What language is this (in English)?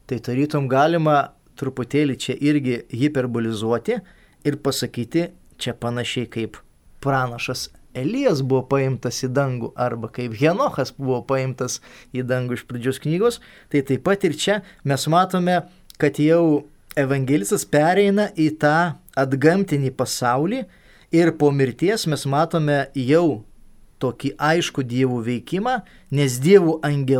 Lithuanian